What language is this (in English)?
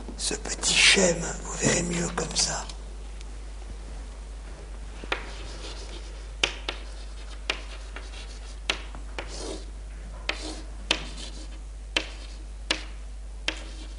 French